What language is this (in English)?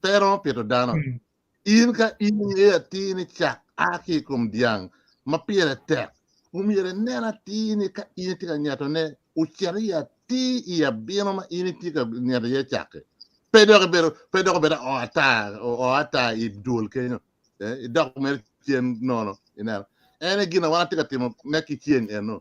Acoli